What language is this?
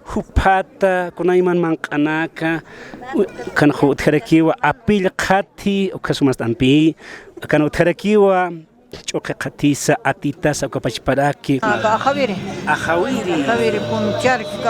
Aymara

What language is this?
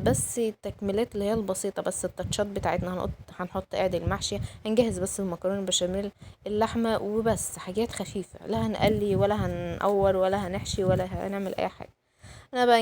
Egyptian Arabic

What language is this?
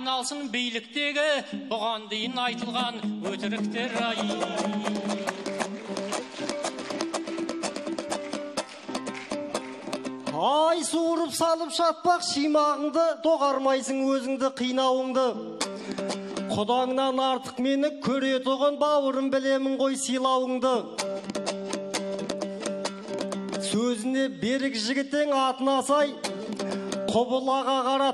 Kazakh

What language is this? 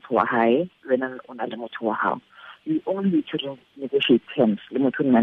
Tswana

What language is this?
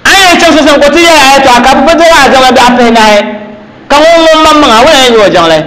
Dagbani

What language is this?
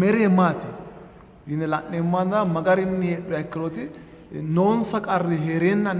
Sidamo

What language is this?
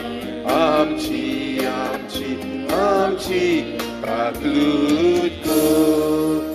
Konkani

